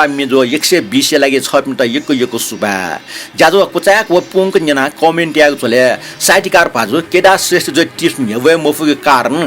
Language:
Newari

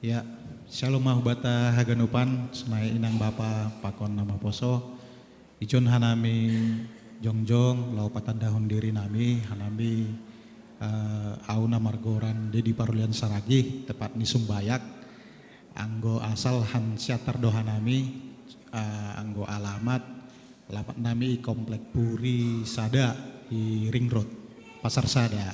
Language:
Batak Simalungun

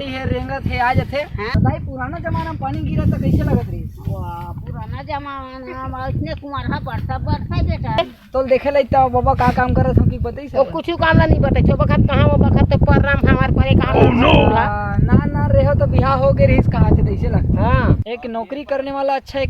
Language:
Chhattisgarhi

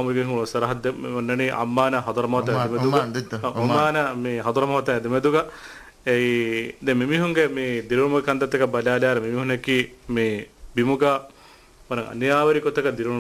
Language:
Divehi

